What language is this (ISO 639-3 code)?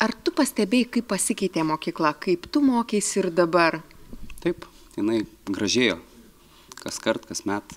lit